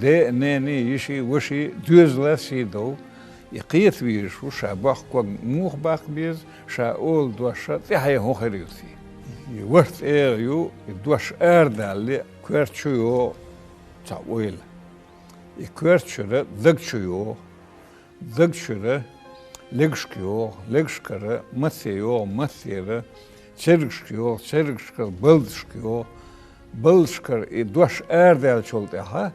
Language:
Chechen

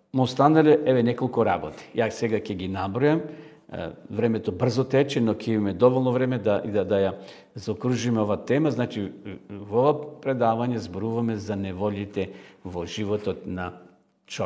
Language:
Macedonian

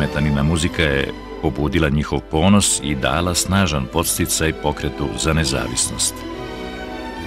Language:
Serbian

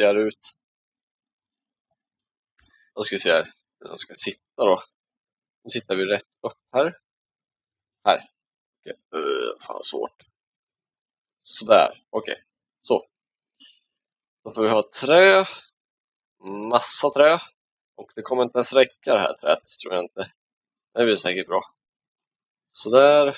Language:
Swedish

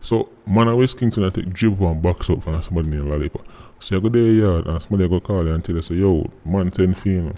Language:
Jamaican Creole English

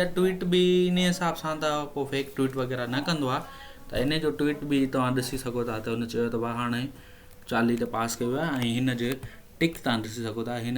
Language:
Sindhi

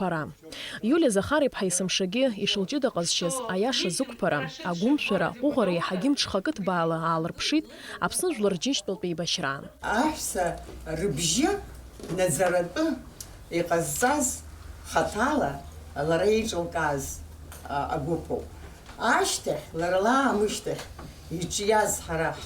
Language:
Abkhazian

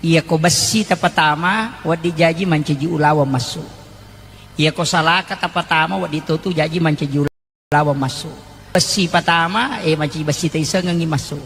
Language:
Buginese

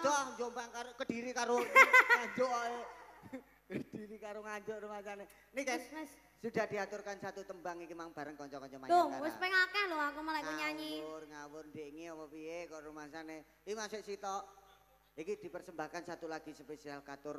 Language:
Javanese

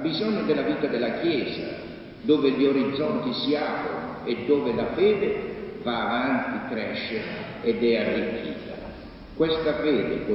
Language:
Italian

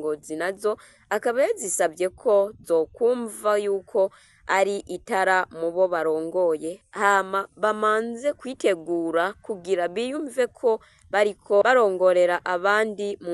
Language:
Rundi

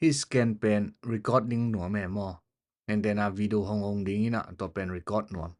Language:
Tedim Chin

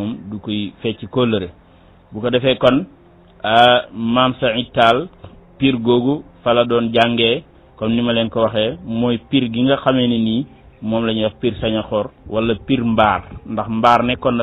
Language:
Wolof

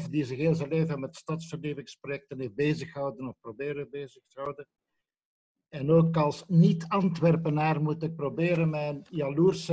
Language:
Dutch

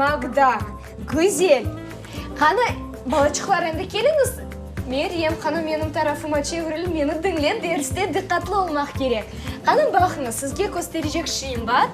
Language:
Crimean Tatar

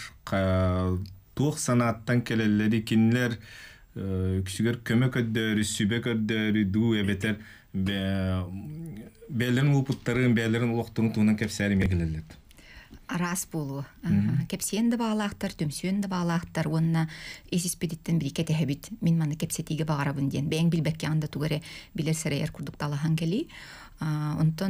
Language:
Yakut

